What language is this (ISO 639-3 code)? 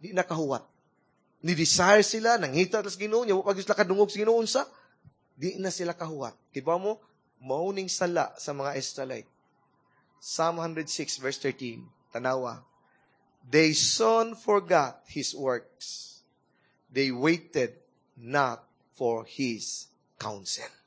ceb